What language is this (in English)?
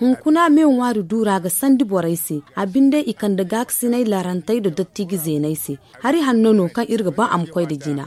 Zarma